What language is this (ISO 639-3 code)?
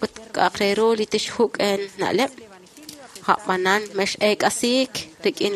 kek